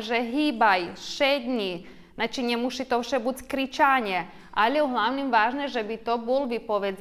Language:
Rusyn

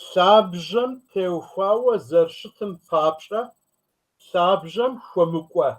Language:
Kabardian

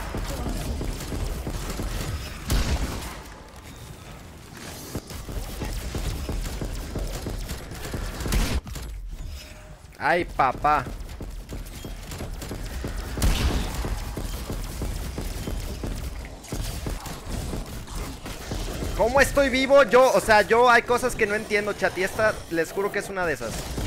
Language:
Spanish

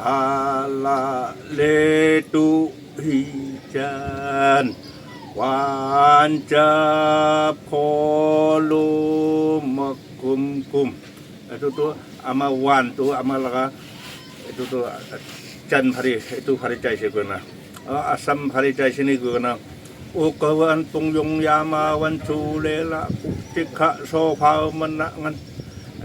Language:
Naga Pidgin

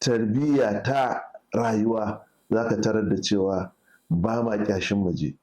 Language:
Hausa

